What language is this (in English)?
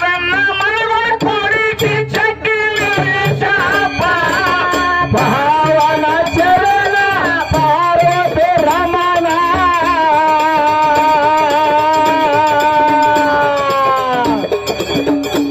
Kannada